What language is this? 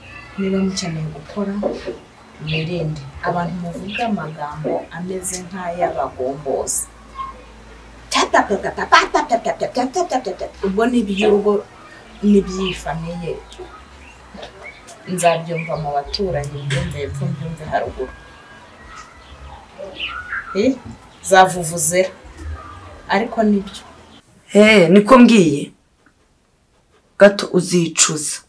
Kinyarwanda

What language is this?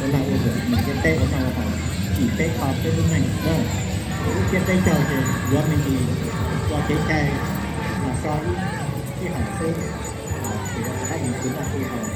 Hmong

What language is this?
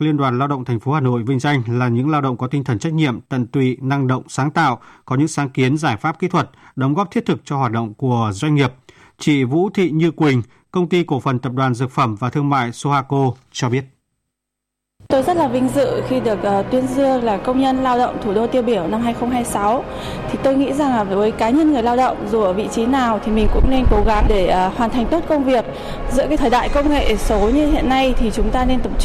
Vietnamese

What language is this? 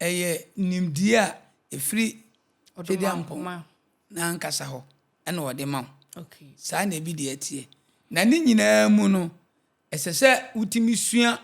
Akan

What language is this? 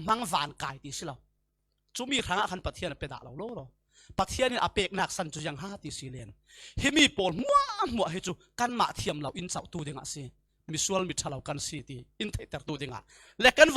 Falam Chin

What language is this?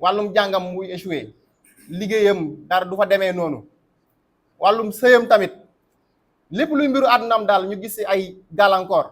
Wolof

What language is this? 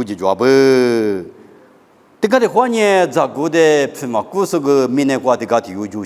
Lisu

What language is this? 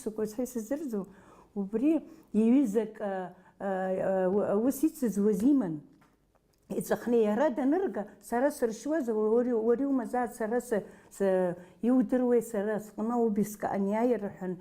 Abkhazian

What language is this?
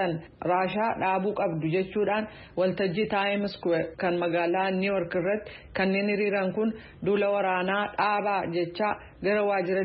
Oromo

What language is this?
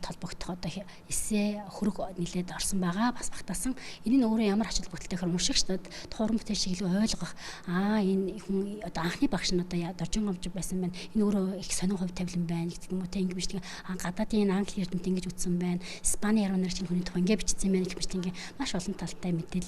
Mongolian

